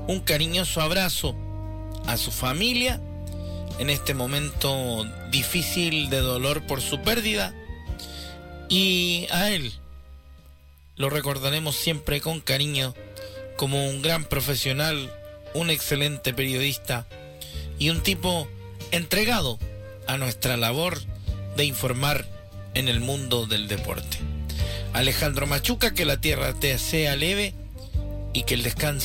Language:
Spanish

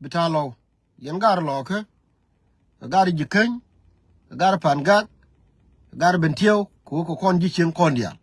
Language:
Nuer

